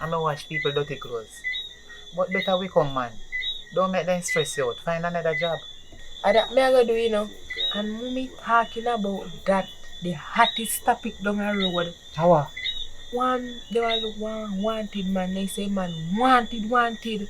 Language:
Jamaican Creole English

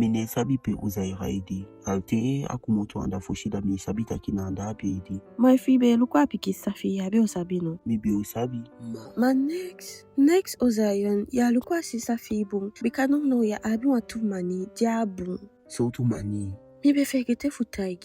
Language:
Eastern Maroon Creole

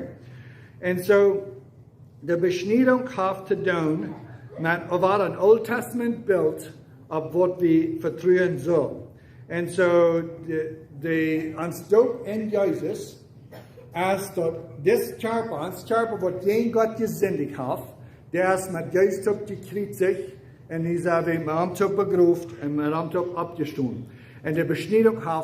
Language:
Plautdietsch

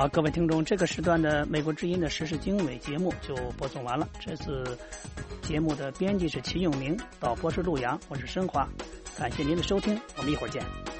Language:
Chinese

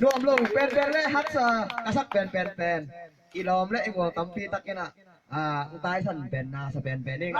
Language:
Tedim Chin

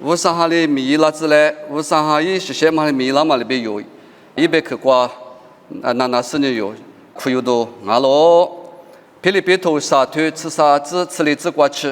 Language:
Lisu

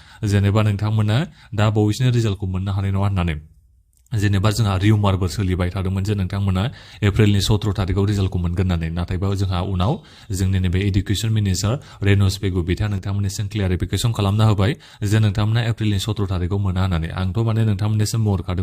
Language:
Bodo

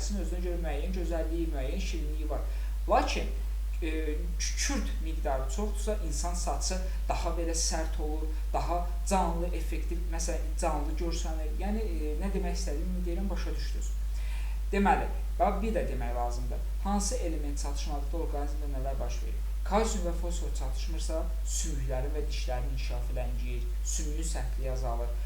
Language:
Azerbaijani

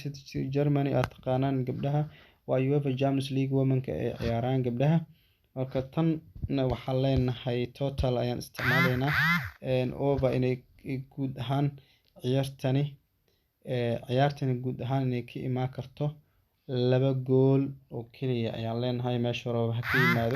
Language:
Somali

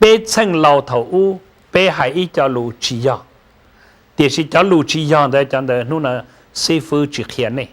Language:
Hmong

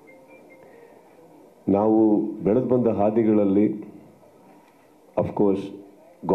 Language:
Kannada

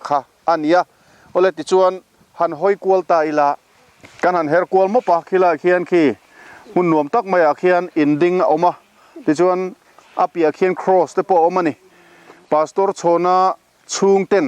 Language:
Mizo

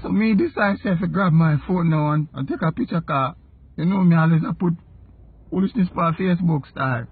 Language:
Jamaican Creole English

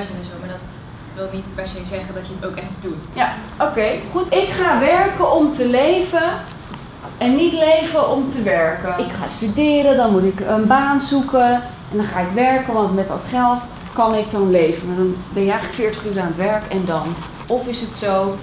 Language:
Dutch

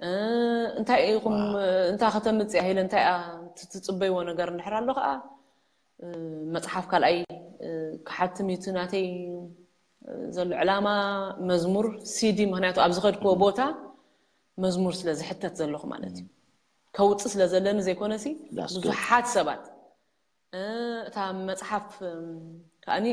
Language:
Tigrinya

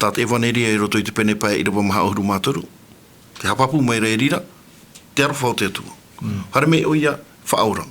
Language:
Tahitian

